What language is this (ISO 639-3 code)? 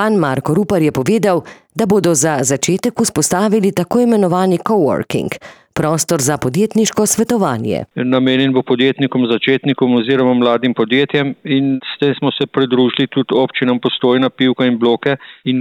slv